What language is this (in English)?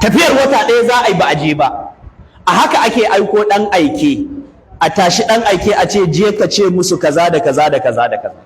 Hausa